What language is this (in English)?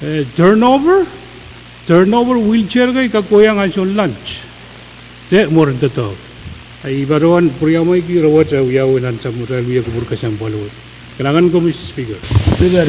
Pohnpeian